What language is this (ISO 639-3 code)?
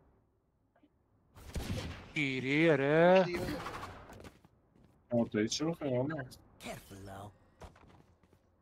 fas